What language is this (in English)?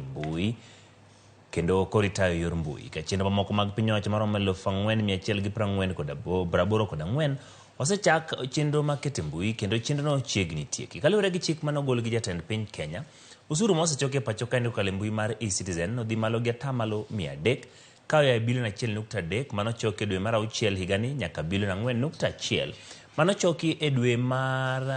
Luo (Kenya and Tanzania)